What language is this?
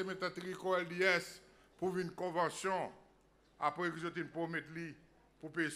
Seselwa Creole French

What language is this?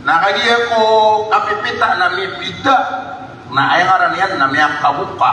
Maranao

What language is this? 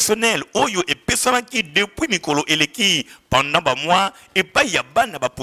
Lingala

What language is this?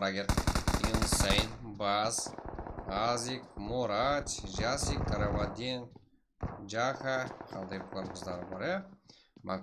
Kara-Kalpak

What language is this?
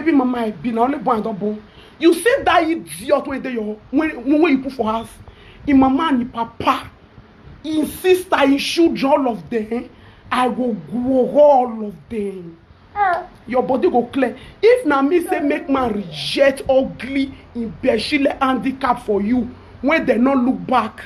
Nigerian Pidgin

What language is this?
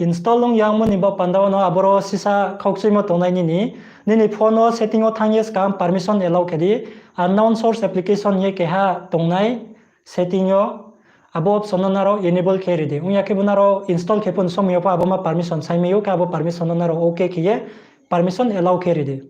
Riang (India)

